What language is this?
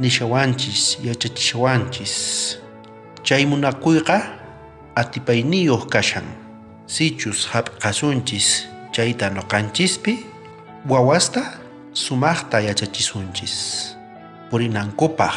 South Bolivian Quechua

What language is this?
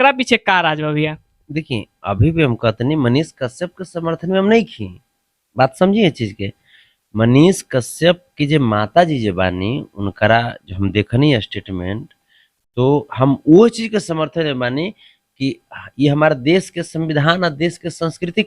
Bhojpuri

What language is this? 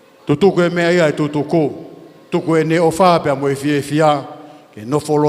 Tongan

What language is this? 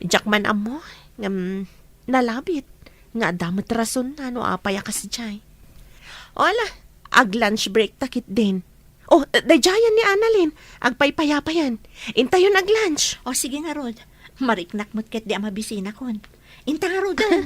Iloko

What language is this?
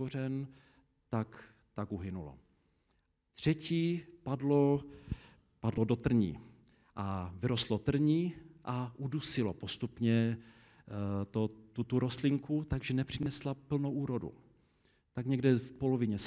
Czech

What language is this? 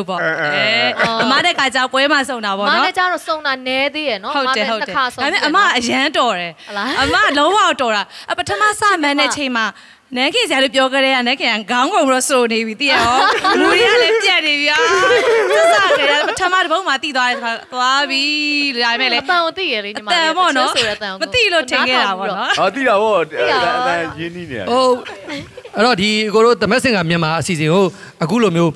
Burmese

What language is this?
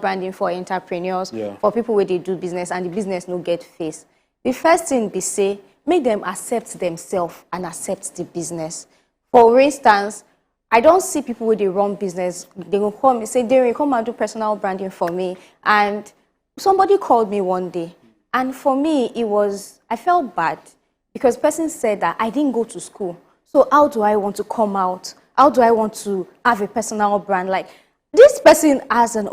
Nigerian Pidgin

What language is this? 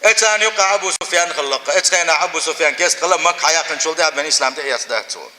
Chechen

